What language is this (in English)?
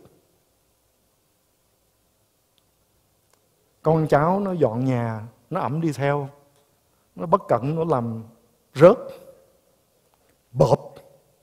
Vietnamese